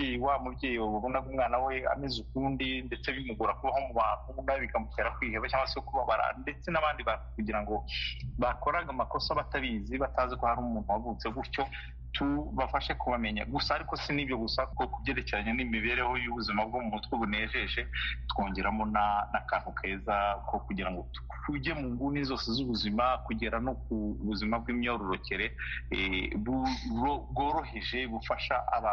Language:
Kinyarwanda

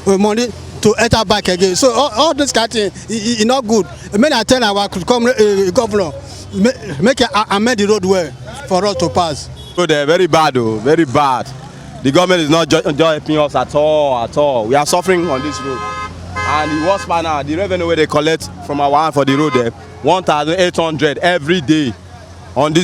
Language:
Nigerian Pidgin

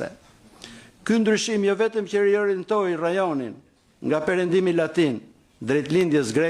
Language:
Albanian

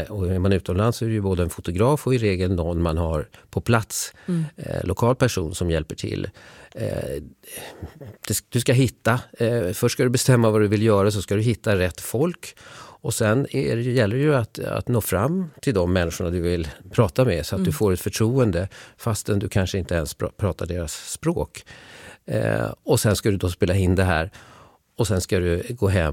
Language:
Swedish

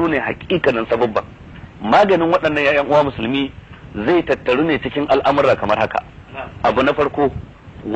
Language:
Hausa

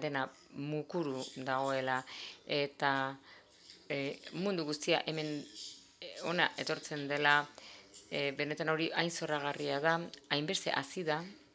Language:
Basque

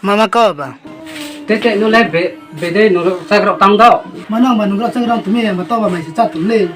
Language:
Riang (India)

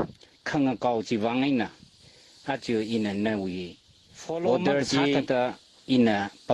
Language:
Tangkhul Naga (India)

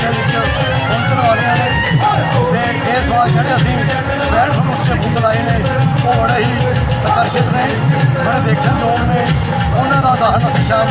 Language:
Punjabi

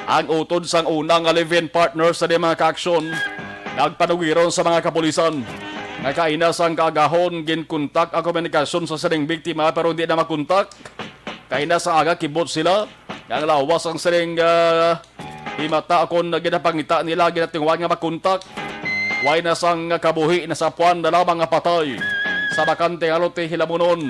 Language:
Hiligaynon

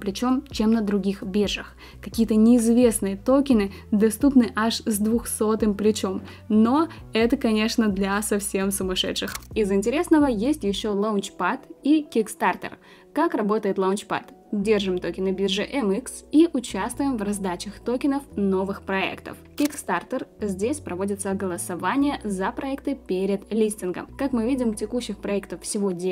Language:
Russian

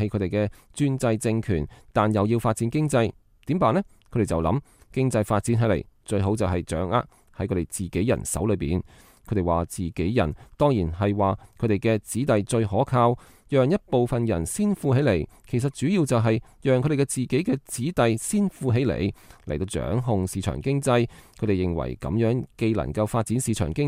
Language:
Cantonese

